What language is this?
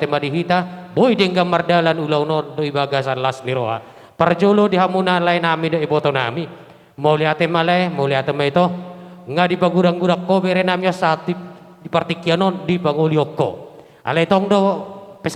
Batak Toba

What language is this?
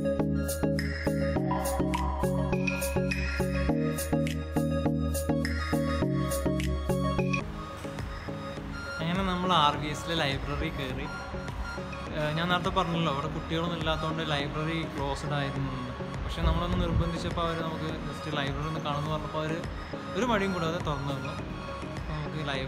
Malayalam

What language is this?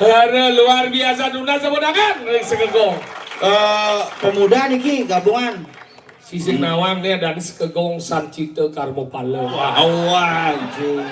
Balinese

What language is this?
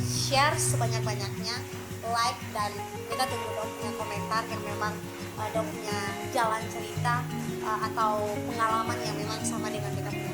Ambonese Malay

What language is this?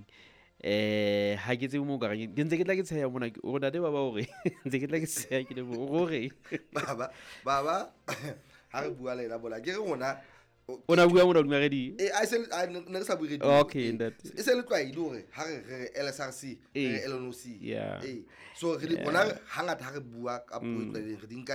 Southern Sotho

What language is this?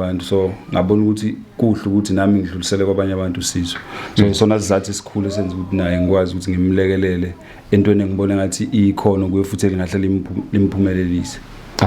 Zulu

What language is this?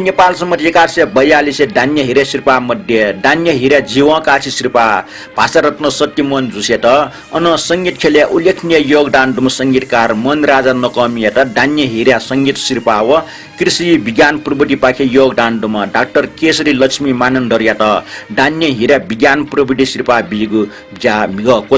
Newari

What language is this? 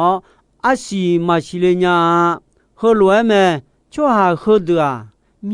Akha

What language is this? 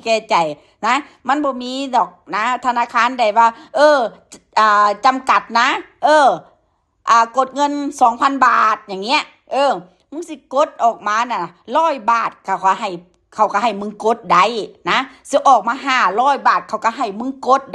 Northeastern Thai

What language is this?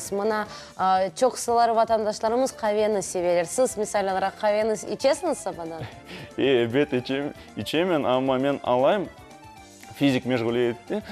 Crimean Tatar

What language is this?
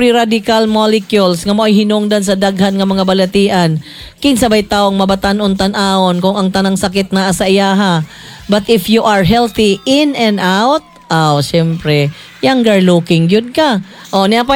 Cebuano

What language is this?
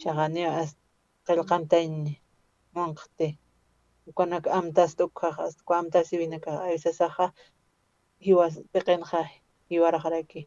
Aymara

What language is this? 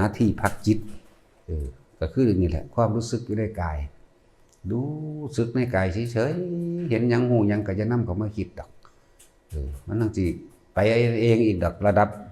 Northeastern Thai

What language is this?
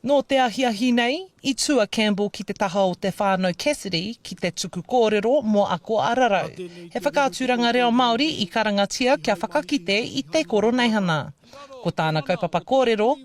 Māori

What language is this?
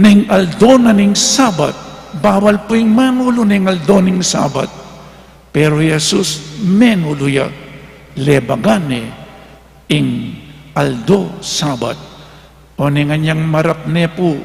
Pampanga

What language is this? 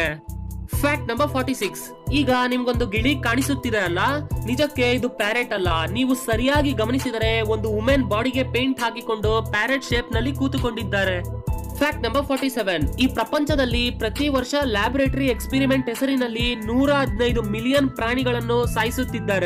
Kannada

